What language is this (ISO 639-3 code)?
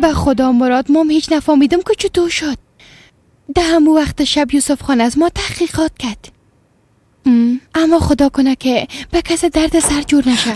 fas